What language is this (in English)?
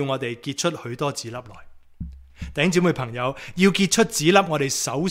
Cantonese